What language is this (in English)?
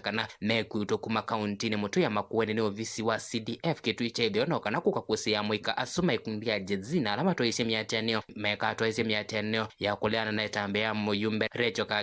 Kamba